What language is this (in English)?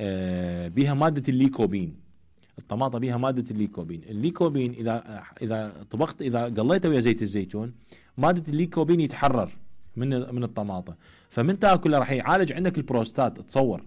Mesopotamian Arabic